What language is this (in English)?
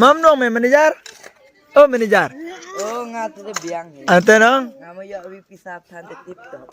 Khasi